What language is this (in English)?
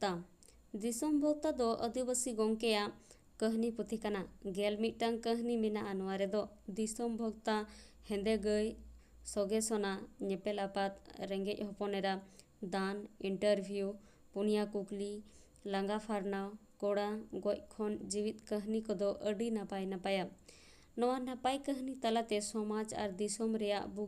Santali